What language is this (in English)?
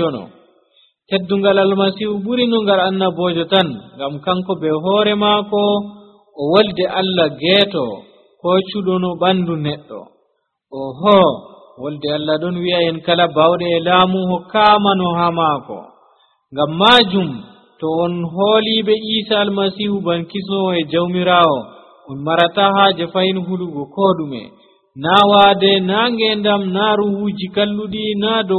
Nigerian Fulfulde